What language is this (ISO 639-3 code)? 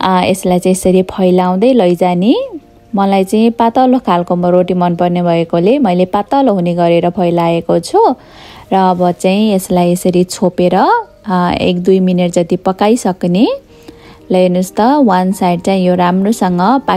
nep